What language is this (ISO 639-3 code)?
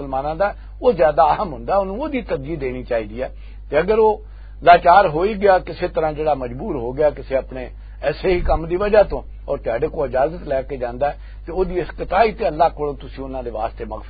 lah